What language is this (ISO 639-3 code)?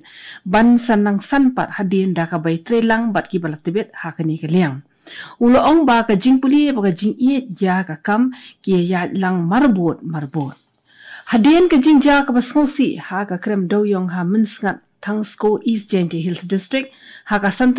kha